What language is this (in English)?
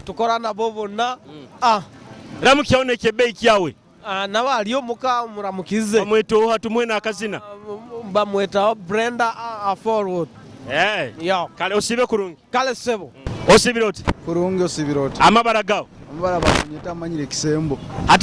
Nyoro